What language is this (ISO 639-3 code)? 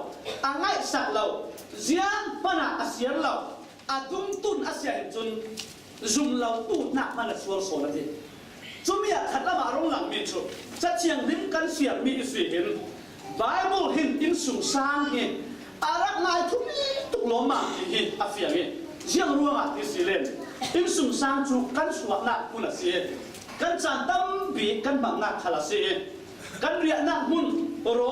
cfm